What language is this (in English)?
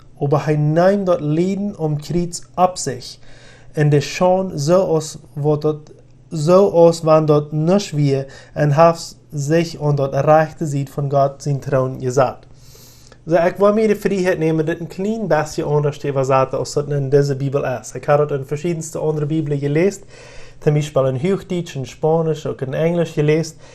Plautdietsch